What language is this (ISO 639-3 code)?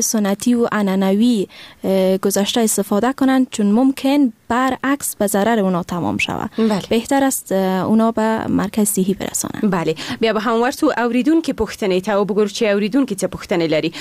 fas